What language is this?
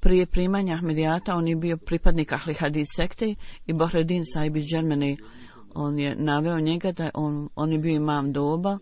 Bosnian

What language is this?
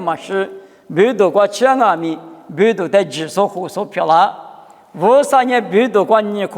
Lisu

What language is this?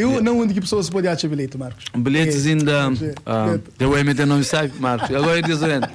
Kabuverdianu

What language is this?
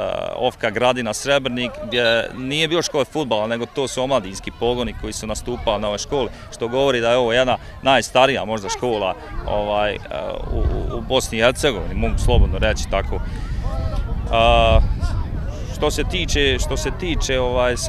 Bosnian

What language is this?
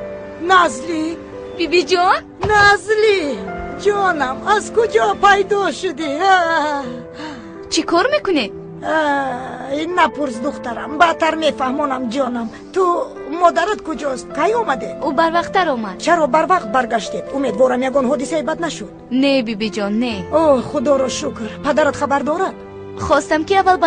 Tajik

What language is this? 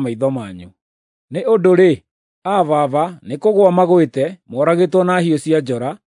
Kikuyu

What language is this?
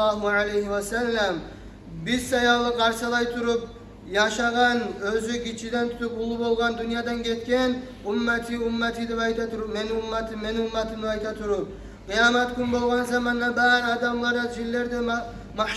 Kumyk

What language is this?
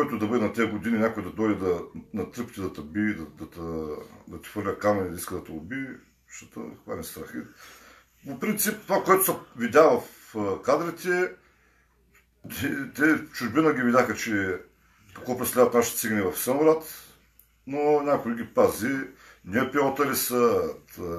Bulgarian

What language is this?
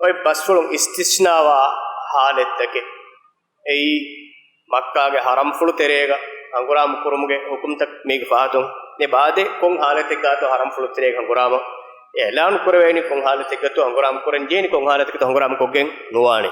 Divehi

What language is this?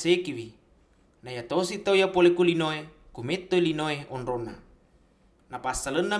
Buginese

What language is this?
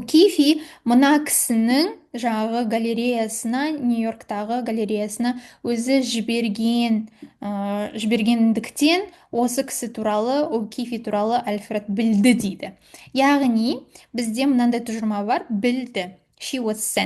Kazakh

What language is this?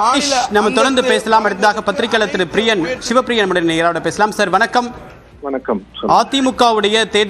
Tamil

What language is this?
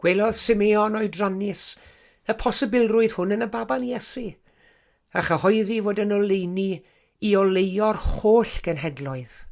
Welsh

